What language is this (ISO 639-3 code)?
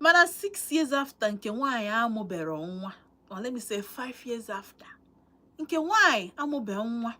ibo